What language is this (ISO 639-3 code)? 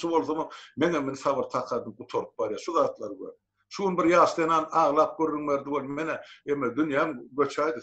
tuk